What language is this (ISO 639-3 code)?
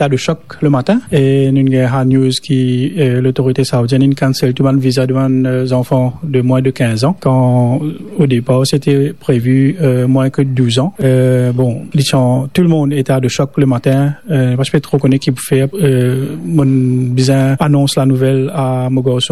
mfe